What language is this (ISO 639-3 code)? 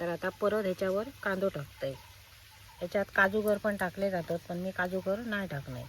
kok